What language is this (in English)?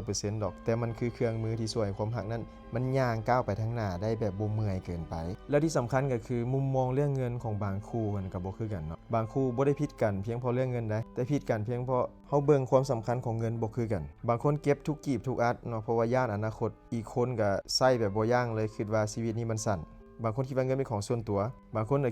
Lao